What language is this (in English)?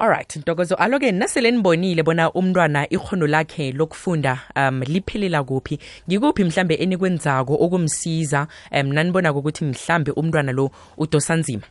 South Ndebele